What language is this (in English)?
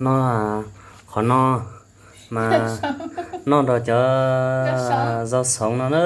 Hmong